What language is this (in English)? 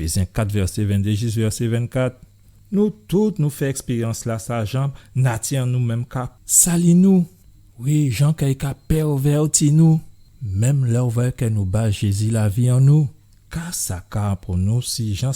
Guadeloupean Creole French